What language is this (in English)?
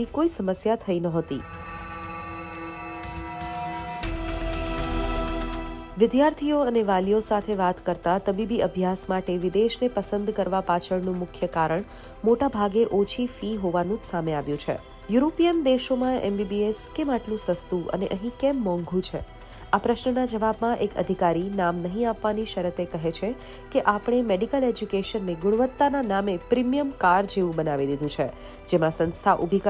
Gujarati